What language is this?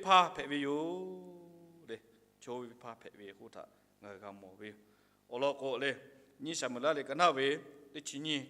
Lahu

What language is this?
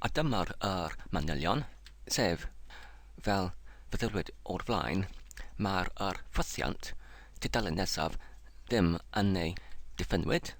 Welsh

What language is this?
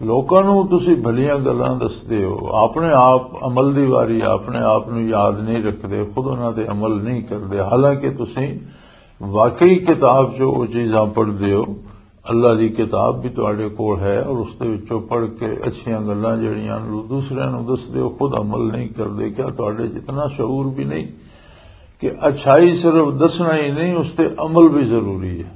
Western Panjabi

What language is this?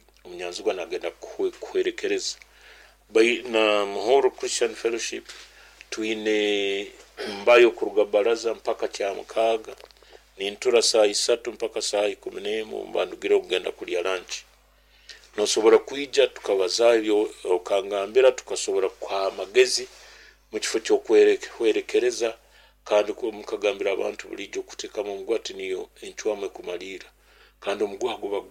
Nyoro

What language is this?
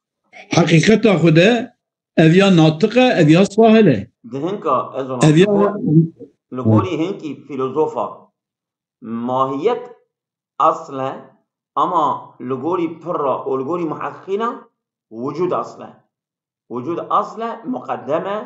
Kurdish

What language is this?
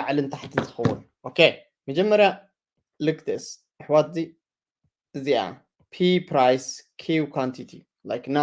Tigrinya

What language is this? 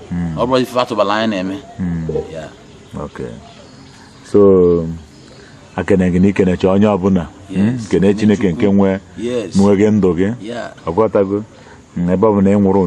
Igbo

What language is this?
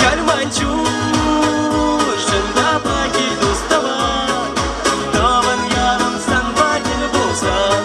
Chuvash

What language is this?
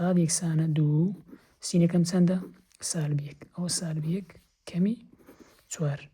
Central Kurdish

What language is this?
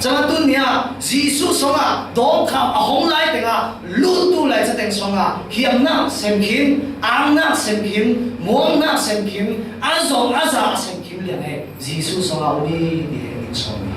Falam Chin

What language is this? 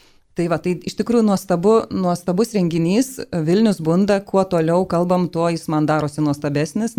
Lithuanian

